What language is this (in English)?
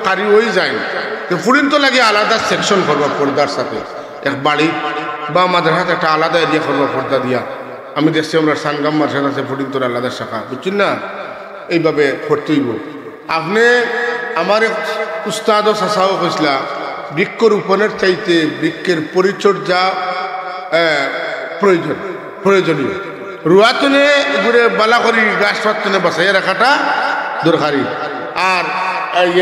Sylheti